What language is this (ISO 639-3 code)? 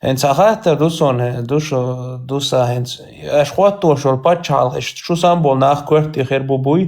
che